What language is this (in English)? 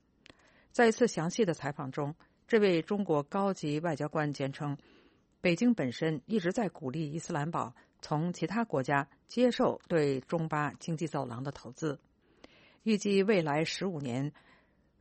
Chinese